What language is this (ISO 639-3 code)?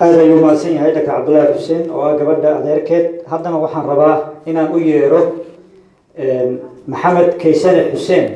som